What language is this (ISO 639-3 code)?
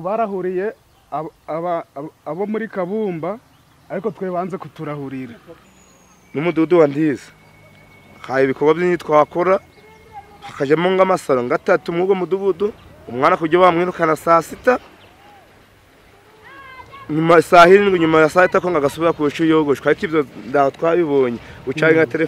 kin